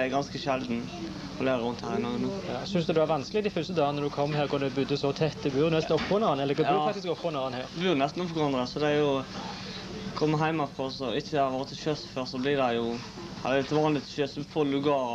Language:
Norwegian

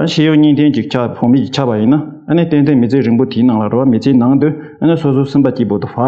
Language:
Tibetan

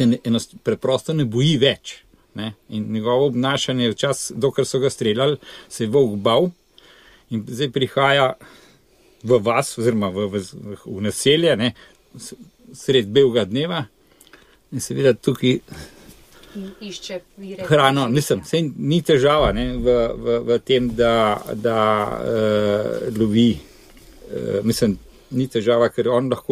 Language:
Slovenian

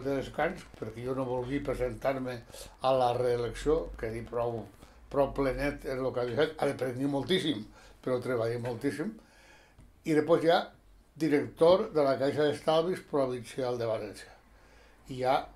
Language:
Catalan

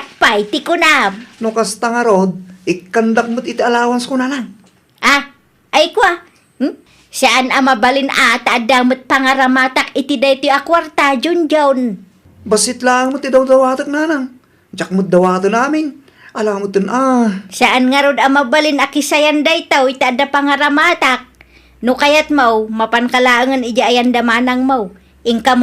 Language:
Iloko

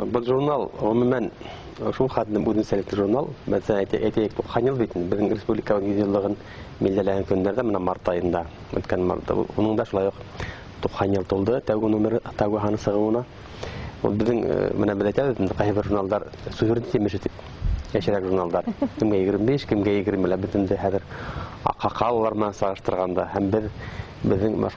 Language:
Bashkir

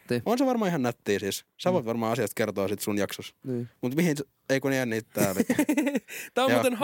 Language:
Finnish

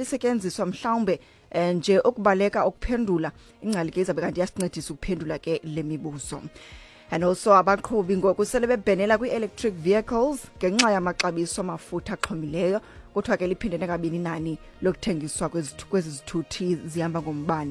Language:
Xhosa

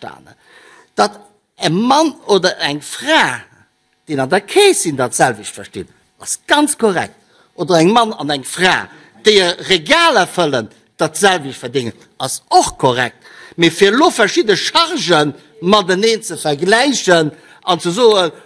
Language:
Luxembourgish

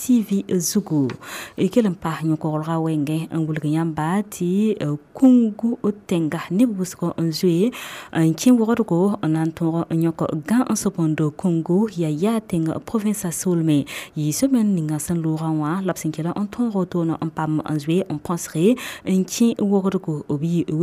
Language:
Mossi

